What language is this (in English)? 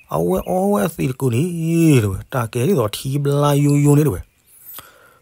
S'gaw Karen